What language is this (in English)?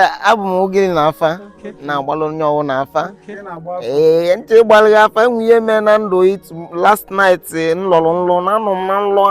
Igbo